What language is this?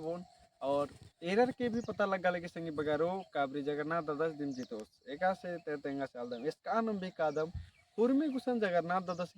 Kurukh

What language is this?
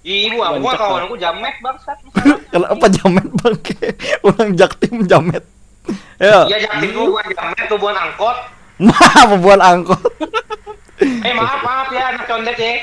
Banjar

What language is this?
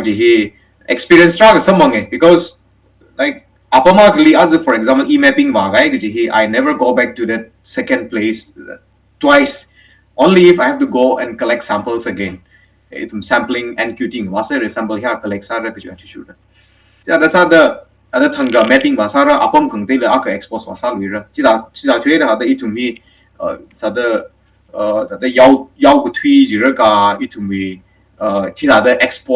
Tangkhul Naga (India)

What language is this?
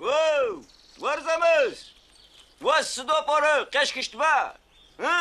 Adyghe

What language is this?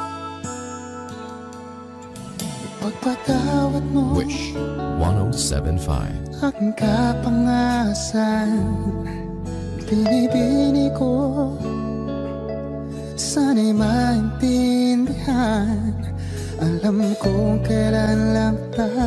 Filipino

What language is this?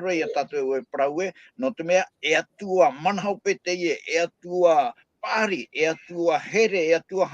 Tahitian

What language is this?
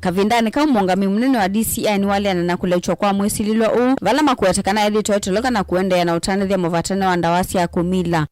Kamba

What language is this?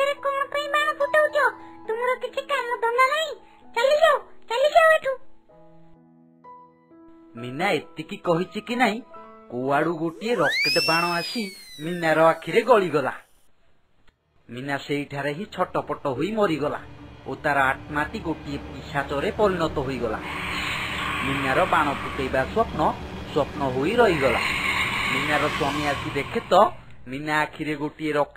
Odia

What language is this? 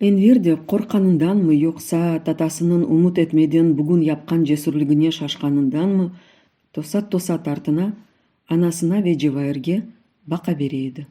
Crimean Tatar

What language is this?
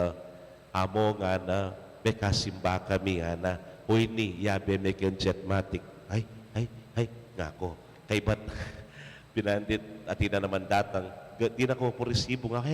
Pampanga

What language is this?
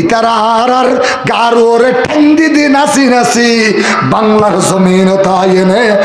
Rohingya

